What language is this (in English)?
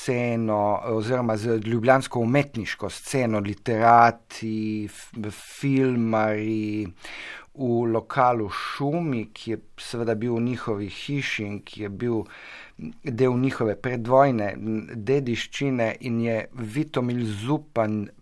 Slovenian